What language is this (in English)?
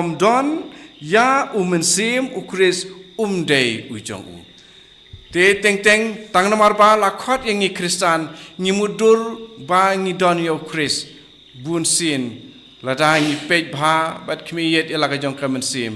Khasi